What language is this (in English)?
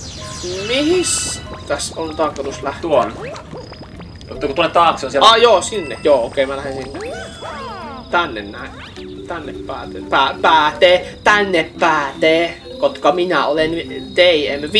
Finnish